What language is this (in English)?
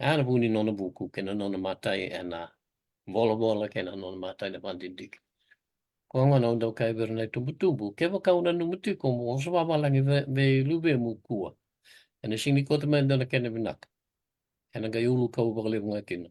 Fijian